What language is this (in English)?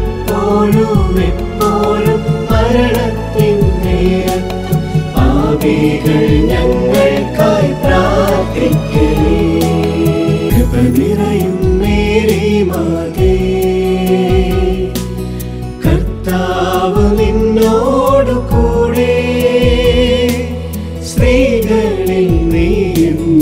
Malayalam